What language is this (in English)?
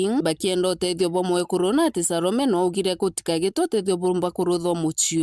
Meru